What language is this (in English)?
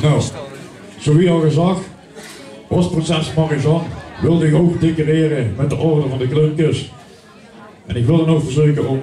Limburgish